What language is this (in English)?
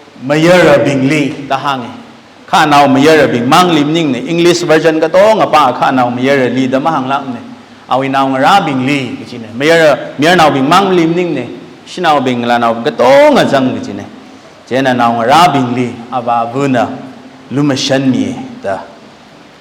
Tangkhul Naga (India)